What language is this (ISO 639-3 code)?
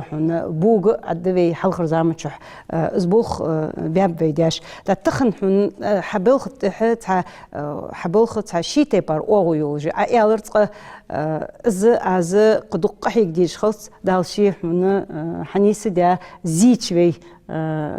inh